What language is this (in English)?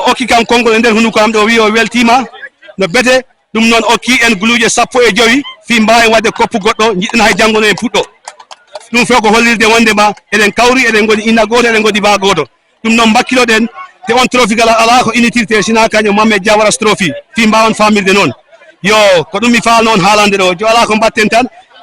Fula